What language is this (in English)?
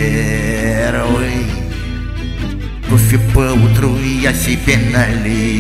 Russian